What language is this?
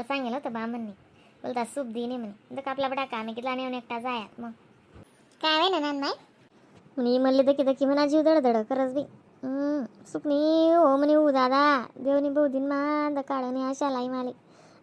Khandesi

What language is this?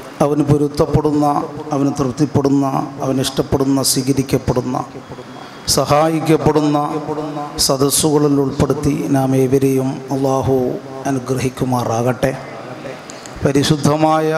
Malayalam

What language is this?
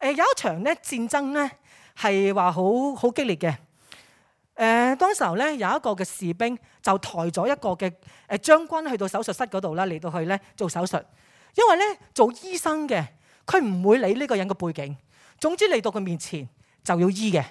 Cantonese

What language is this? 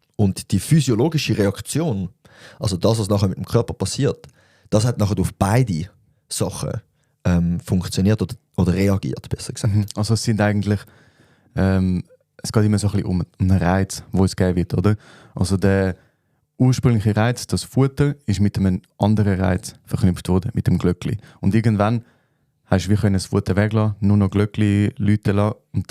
Swiss German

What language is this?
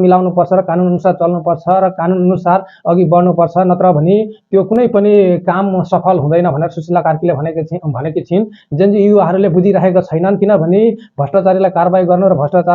Nepali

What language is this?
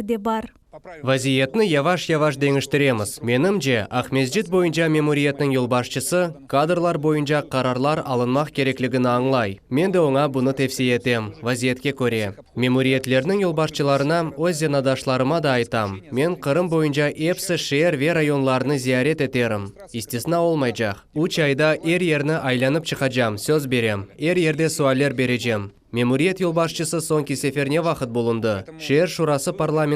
Crimean Tatar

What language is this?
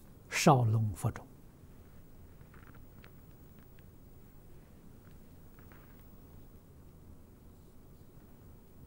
Chinese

